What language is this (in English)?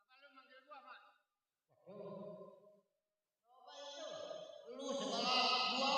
Betawi